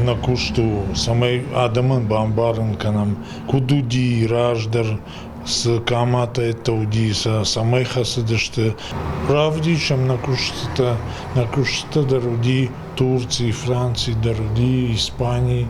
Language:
Ossetic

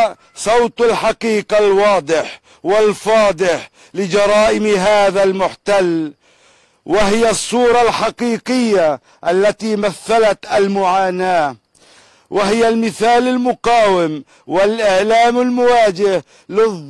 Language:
Arabic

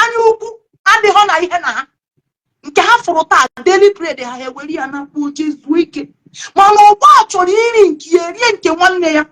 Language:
Igbo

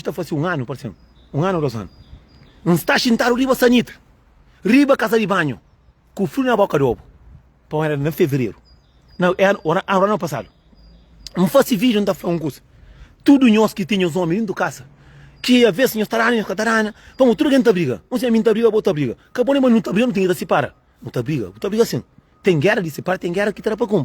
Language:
Kabuverdianu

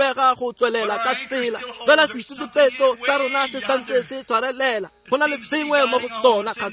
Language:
Tswana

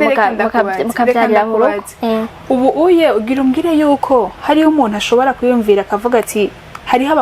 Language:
Rundi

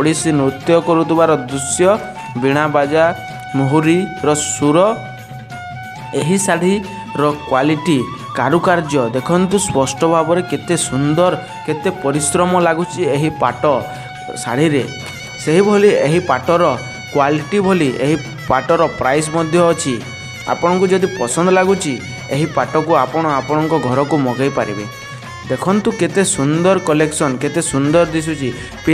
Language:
Odia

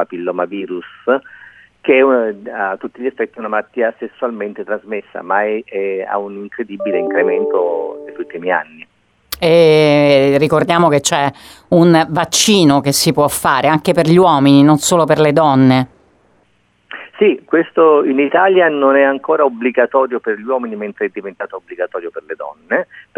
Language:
Italian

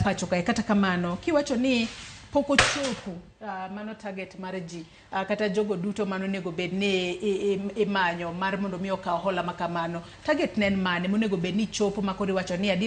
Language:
Luo (Kenya and Tanzania)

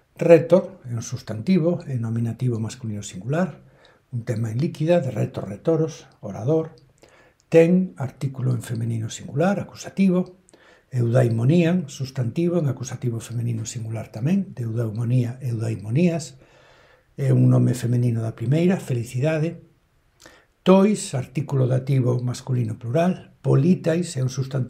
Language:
Galician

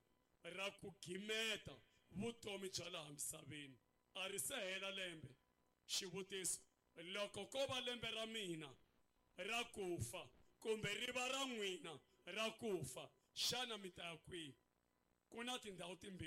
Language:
Tsonga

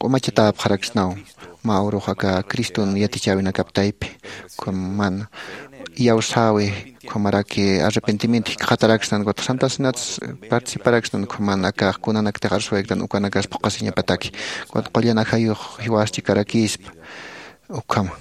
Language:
Aymara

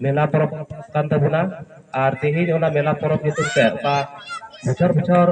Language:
Santali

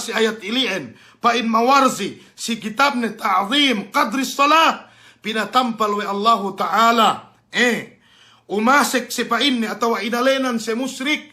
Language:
Yakan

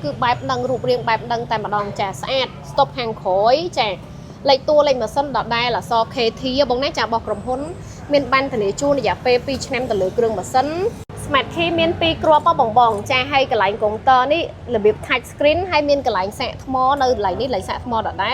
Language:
Khmer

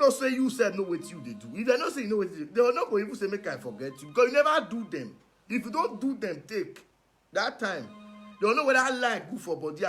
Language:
Nigerian Pidgin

